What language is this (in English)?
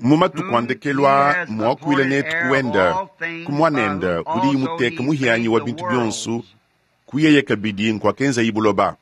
Luba-Lulua